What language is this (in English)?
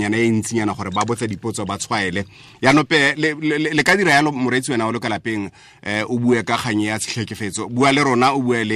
Tswana